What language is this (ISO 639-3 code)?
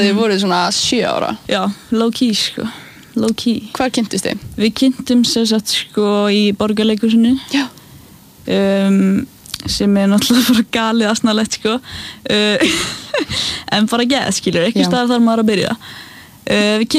isl